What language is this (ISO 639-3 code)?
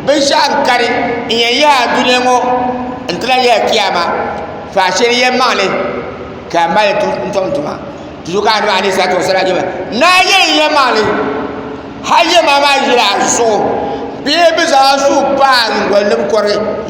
dag